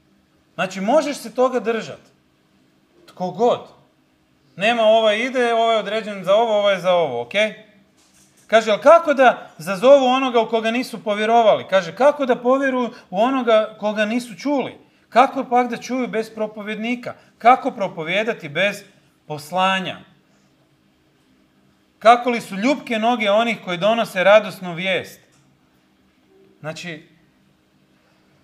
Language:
Croatian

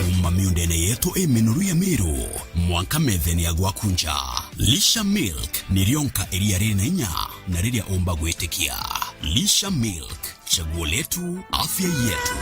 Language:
Meru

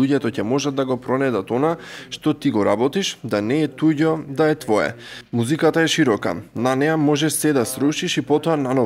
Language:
Macedonian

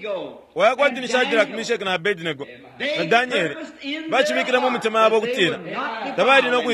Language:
Bemba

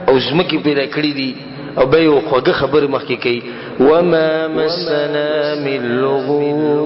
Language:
Pashto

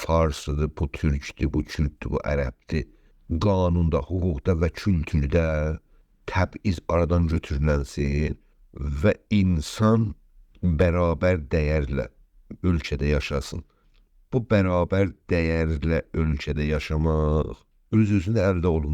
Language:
South Azerbaijani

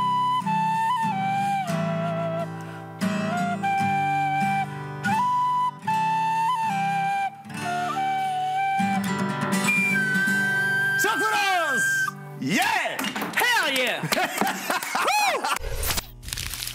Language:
Norwegian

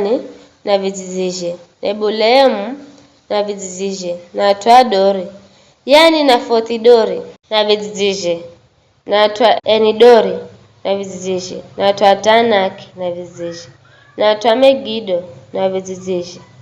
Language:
Giryama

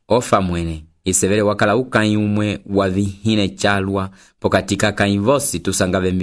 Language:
Umbundu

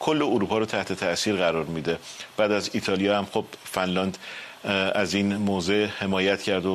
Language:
Persian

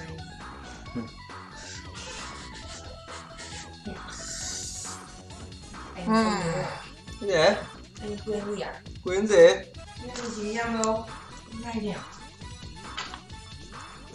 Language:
Vietnamese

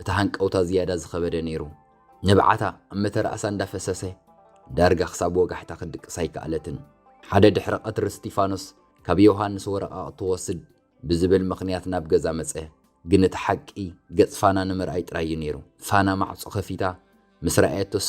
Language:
Tigrinya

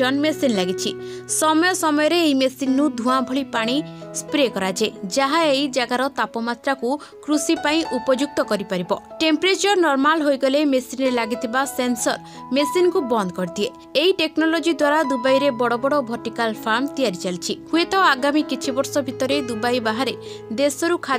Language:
Odia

